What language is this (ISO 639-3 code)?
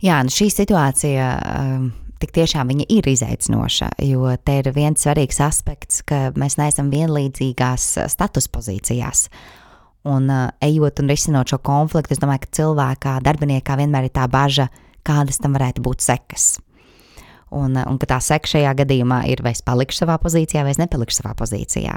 lav